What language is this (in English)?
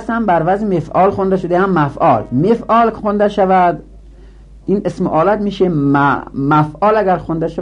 Persian